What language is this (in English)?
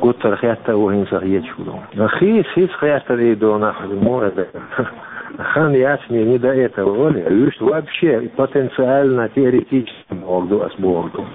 Chechen